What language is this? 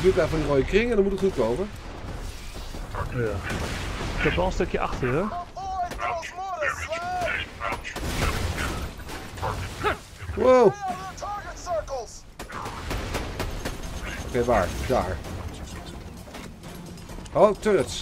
Dutch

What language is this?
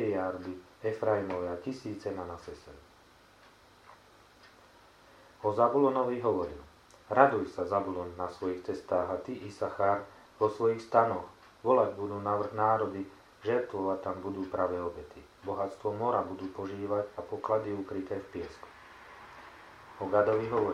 Slovak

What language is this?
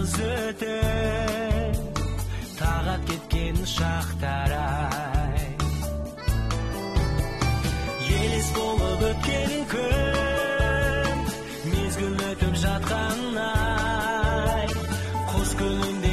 Kazakh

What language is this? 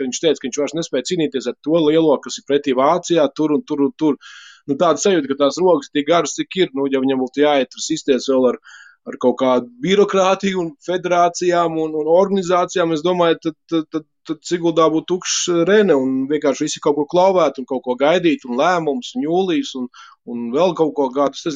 Latvian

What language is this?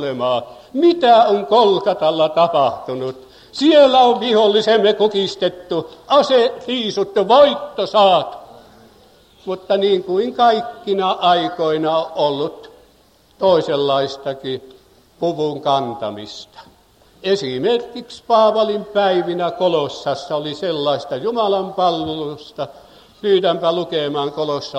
Finnish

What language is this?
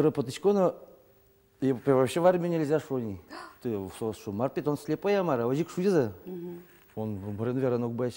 Udmurt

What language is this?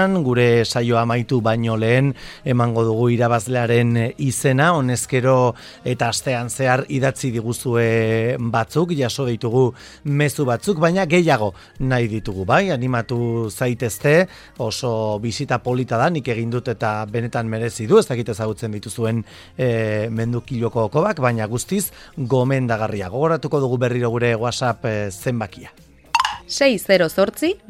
Basque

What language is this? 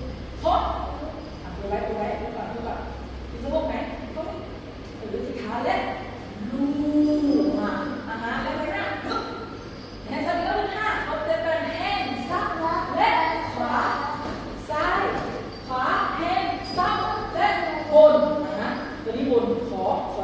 Lao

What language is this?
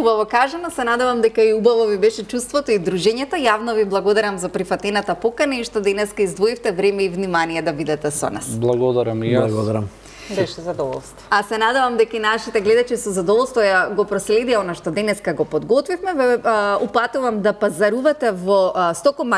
Macedonian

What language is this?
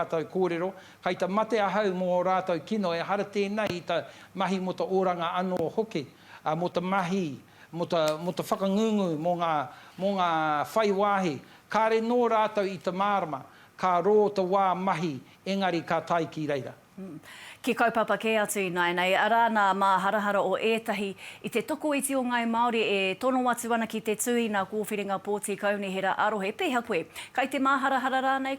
Māori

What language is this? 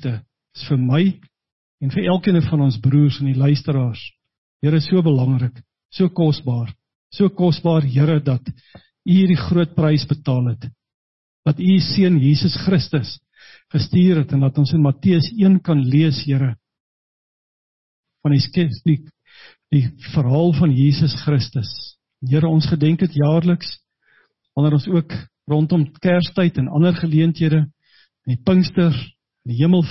Afrikaans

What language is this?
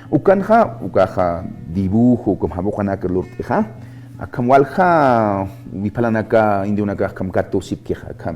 Aymara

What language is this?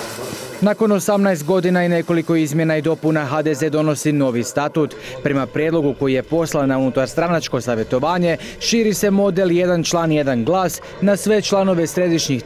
Croatian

